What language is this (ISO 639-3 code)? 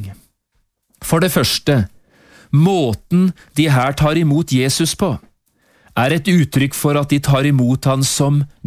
nor